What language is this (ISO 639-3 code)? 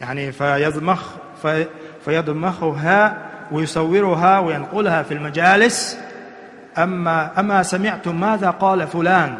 che